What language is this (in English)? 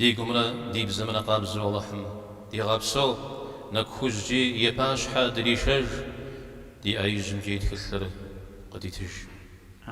Kabardian